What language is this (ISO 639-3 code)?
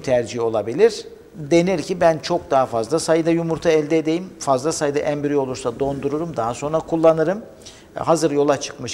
tur